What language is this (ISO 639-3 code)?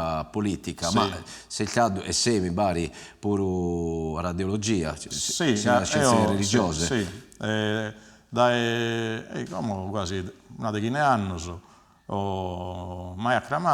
srd